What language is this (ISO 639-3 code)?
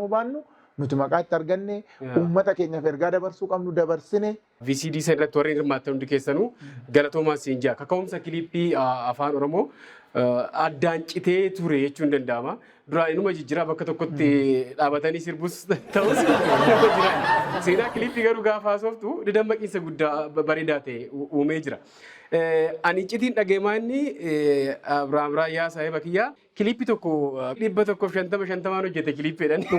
orm